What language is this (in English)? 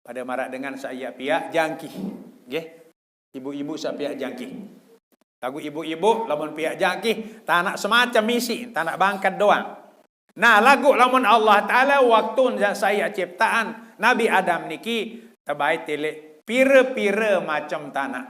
Sasak